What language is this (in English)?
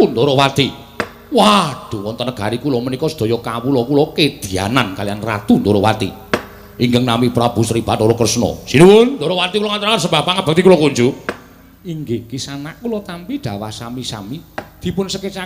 Javanese